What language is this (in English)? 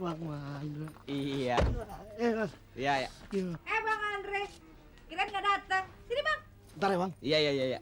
Betawi